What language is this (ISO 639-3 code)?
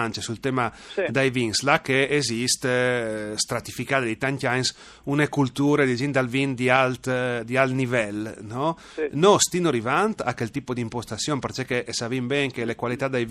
fur